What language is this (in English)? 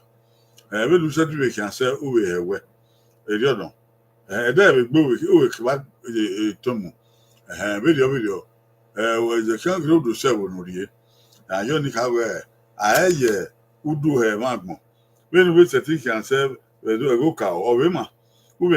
Bini